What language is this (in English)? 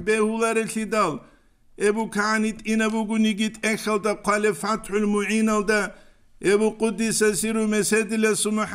Avaric